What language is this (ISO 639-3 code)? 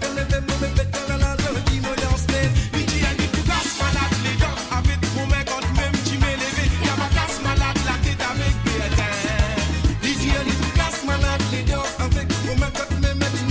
mfe